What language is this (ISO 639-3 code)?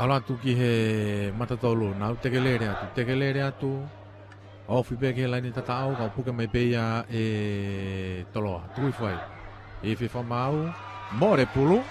ton